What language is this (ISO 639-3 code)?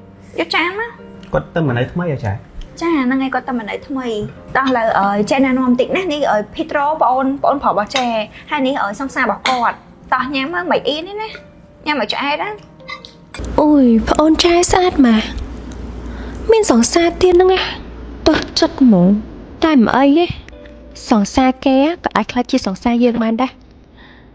khm